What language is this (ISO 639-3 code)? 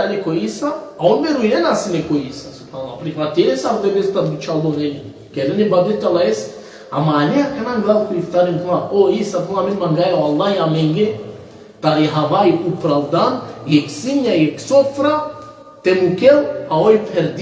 rmn